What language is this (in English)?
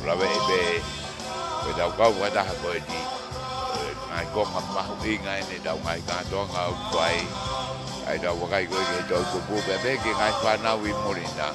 Tongan